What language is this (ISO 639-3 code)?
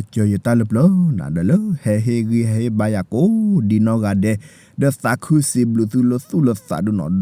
ksw